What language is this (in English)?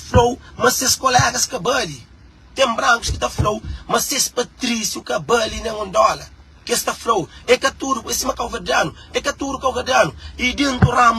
Kabuverdianu